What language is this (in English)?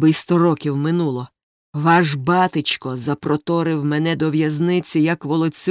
Ukrainian